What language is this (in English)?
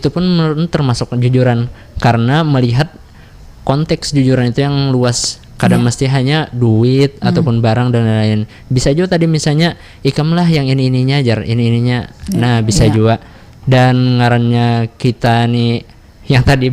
Banjar